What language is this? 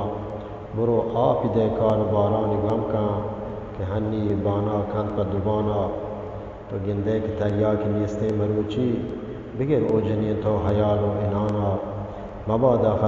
Eastern Balochi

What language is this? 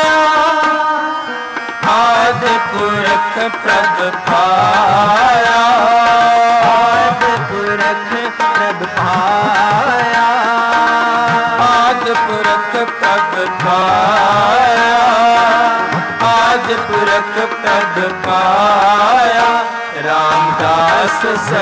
Punjabi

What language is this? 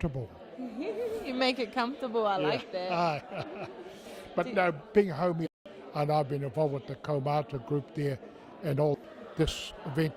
Māori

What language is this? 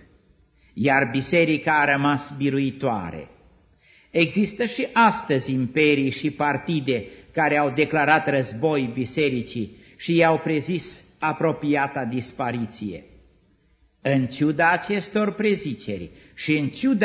Romanian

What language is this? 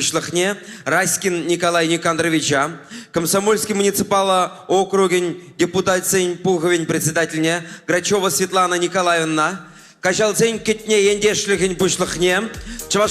Chuvash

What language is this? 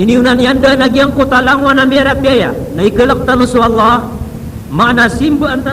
Maranao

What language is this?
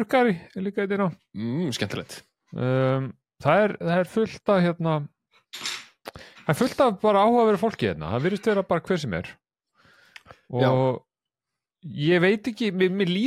Icelandic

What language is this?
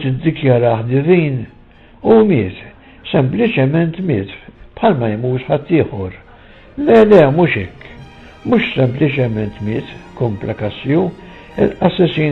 Maltese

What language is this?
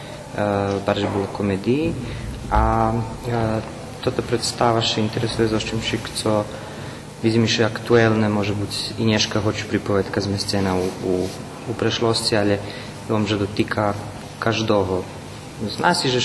Rusyn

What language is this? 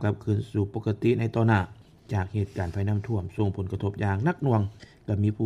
Lao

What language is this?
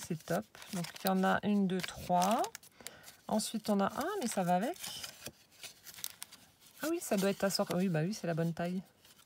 French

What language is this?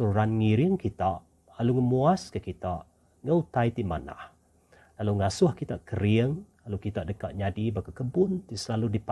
Iban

